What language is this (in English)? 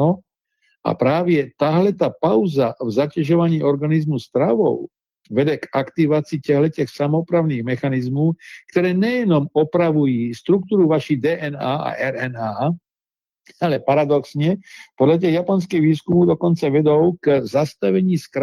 Czech